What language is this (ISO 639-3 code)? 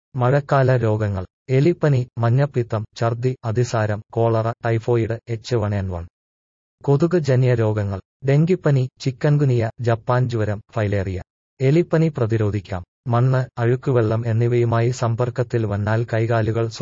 mal